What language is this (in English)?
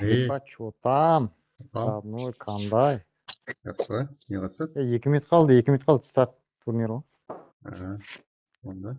Kara-Kalpak